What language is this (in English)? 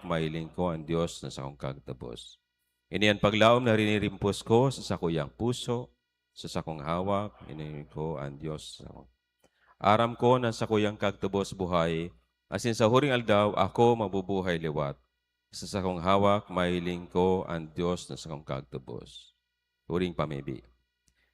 Bikol